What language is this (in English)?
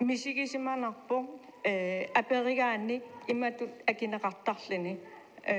Kalaallisut